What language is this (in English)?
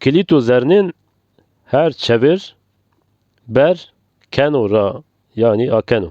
Zaza